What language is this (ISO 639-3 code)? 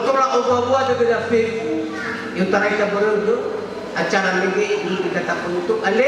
nia